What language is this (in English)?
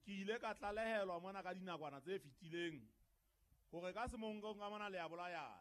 Southern Sotho